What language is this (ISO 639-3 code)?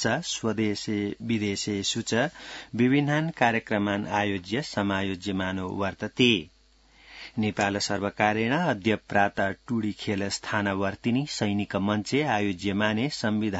san